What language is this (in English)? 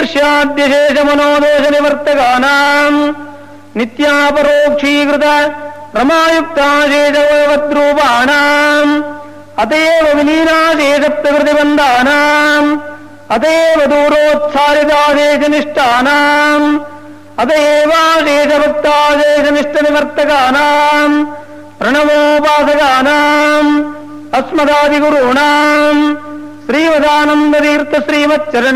Sanskrit